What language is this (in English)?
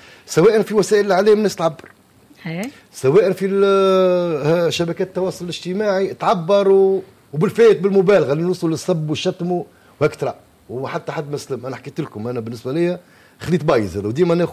Tunisian Arabic